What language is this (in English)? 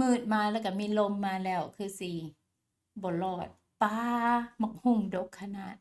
Lao